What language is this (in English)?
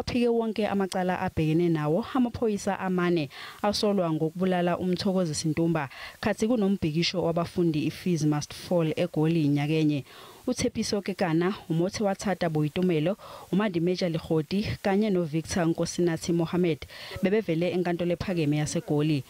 Zulu